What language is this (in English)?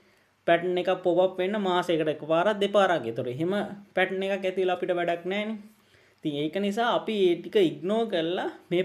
Sinhala